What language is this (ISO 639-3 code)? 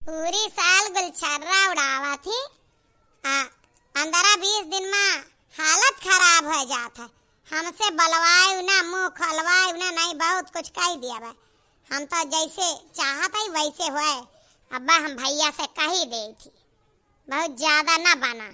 awa